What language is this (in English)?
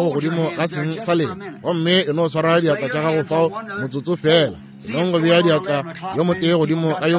Northern Sotho